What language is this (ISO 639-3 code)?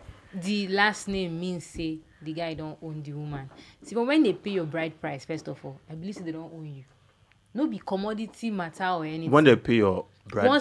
pcm